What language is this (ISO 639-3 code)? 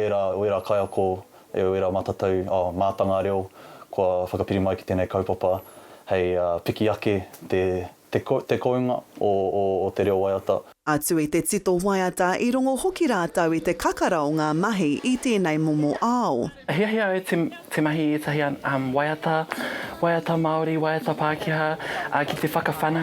mri